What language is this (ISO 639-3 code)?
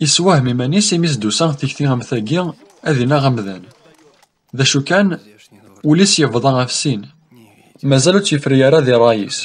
kab